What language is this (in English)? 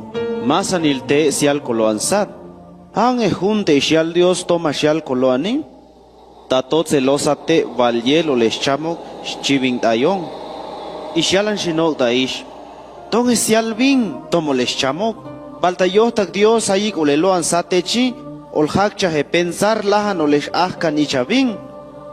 Chuj